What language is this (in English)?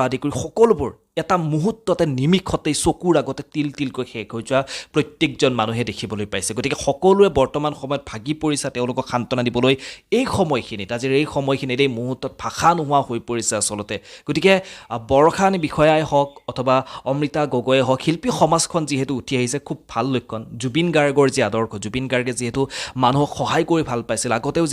Assamese